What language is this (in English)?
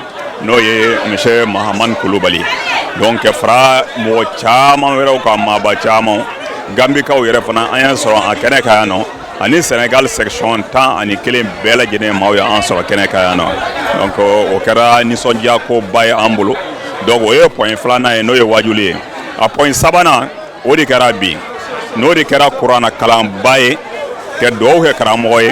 Bambara